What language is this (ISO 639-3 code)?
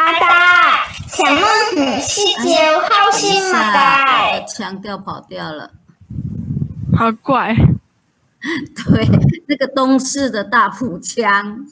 hak